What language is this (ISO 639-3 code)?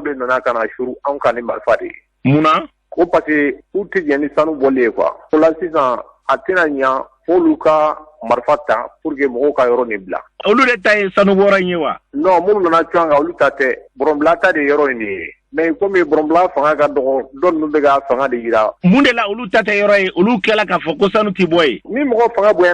bam